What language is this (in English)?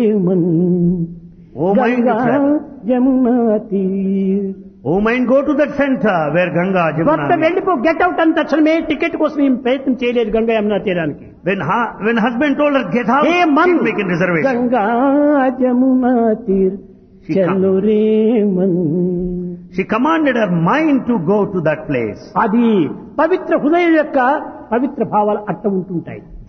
Telugu